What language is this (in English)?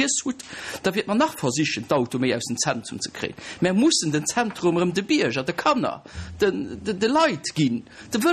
Luxembourgish